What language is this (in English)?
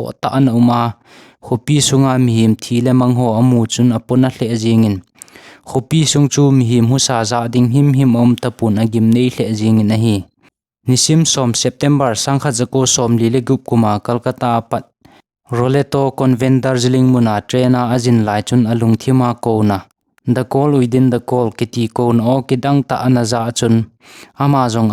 Thado Chin